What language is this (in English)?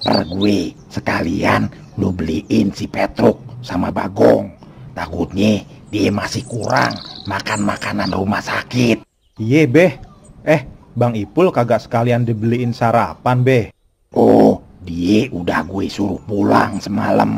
Betawi